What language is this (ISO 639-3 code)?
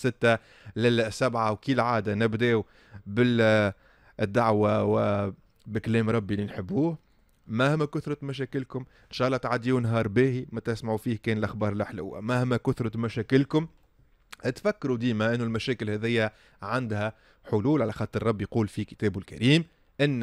aeb